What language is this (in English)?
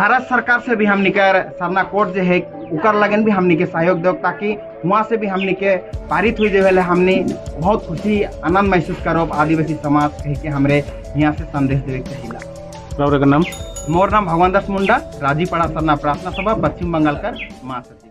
Sadri